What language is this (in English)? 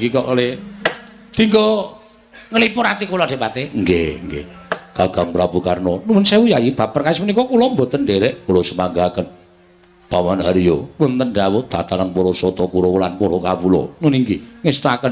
Javanese